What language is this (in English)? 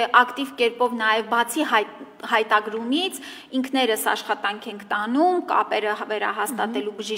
Armenian